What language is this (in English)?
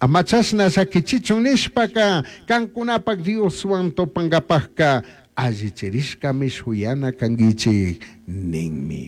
Chimborazo Highland Quichua